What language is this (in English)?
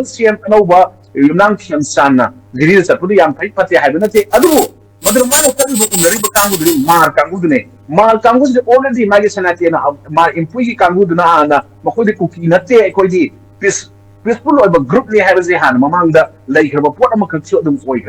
Manipuri